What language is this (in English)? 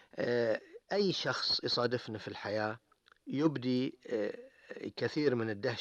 Gulf Arabic